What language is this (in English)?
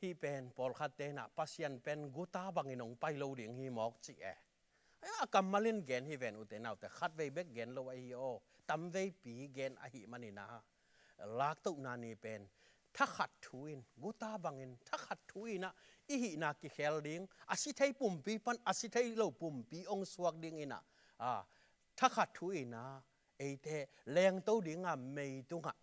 Tedim Chin